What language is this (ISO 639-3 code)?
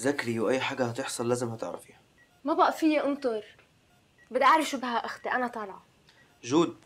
apc